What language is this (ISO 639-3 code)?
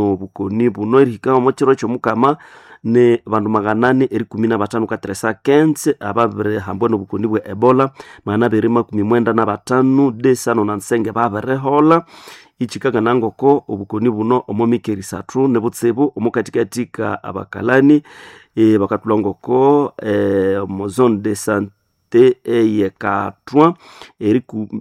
nnb